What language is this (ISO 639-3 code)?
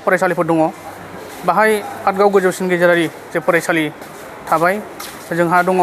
brx